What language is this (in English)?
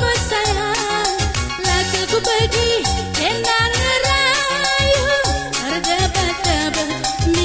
Batak Karo